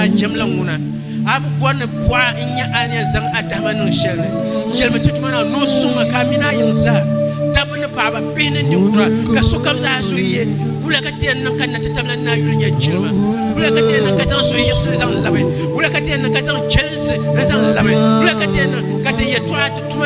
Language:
Dagbani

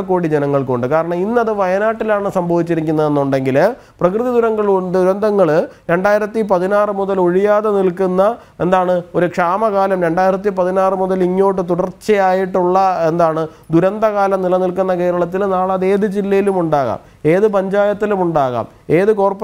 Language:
Malayalam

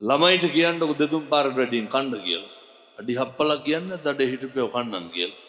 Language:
Sinhala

